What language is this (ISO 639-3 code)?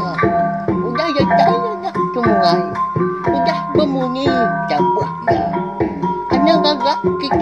iba